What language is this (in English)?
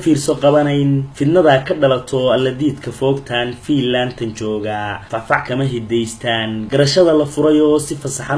Somali